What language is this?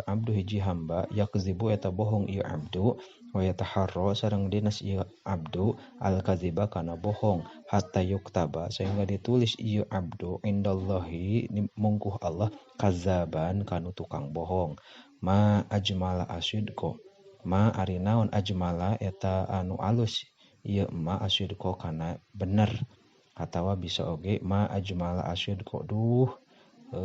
Sundanese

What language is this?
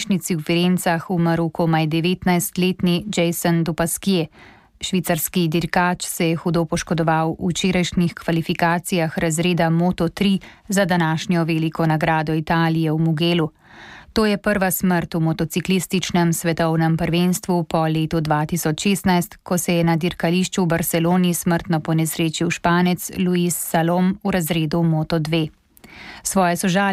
Slovenian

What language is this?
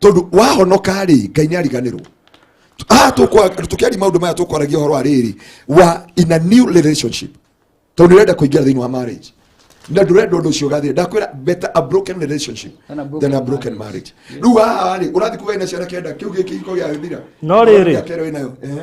Kikuyu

